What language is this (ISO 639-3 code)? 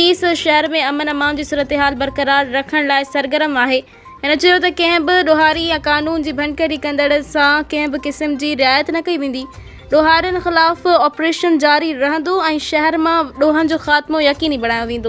snd